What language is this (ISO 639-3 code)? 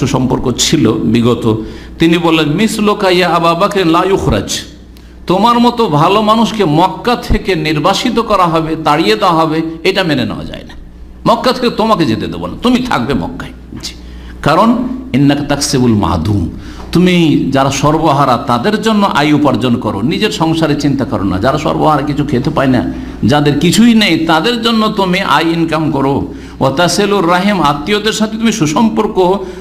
ben